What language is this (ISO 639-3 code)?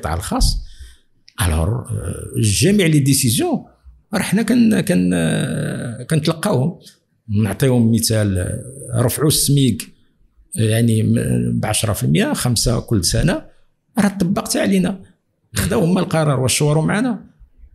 ary